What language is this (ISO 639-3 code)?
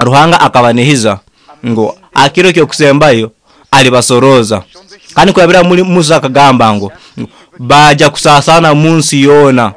nyo